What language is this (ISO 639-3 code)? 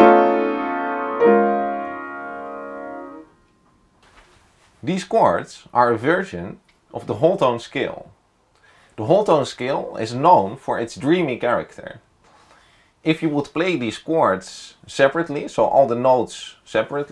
eng